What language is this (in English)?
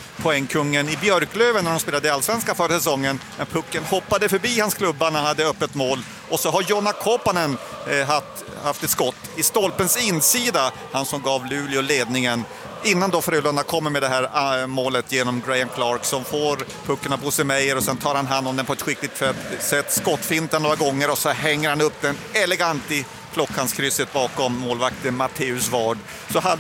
Swedish